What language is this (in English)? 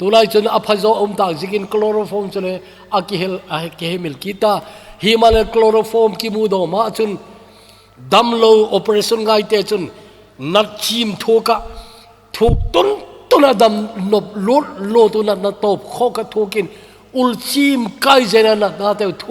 Thado Chin